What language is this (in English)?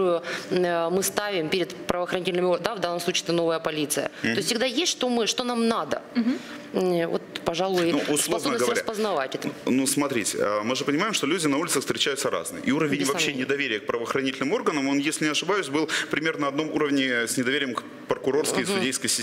Russian